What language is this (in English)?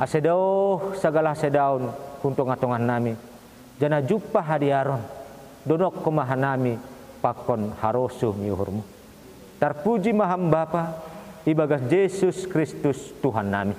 Batak Simalungun